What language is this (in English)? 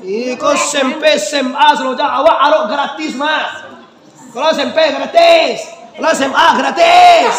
Minangkabau